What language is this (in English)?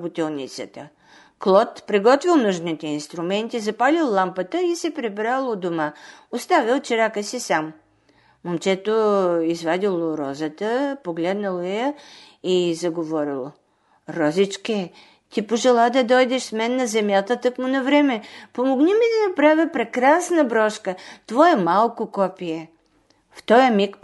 Bulgarian